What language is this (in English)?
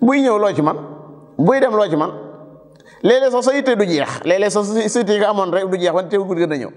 Wolof